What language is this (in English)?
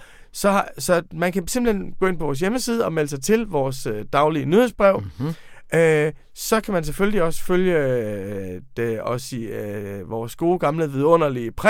Danish